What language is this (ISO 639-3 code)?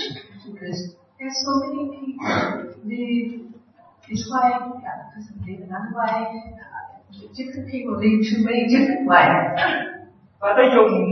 vie